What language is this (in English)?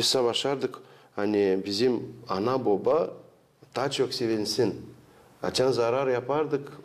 Gagauz